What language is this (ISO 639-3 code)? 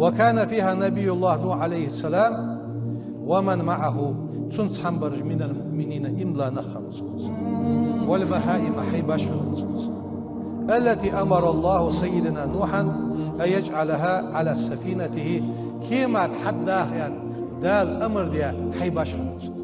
inh